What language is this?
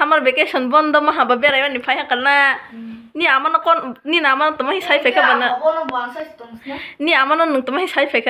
Kok Borok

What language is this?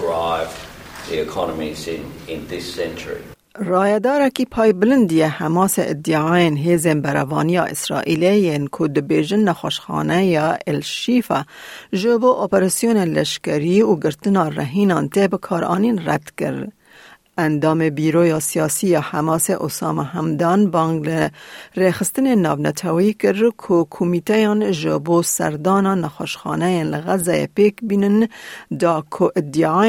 Kurdish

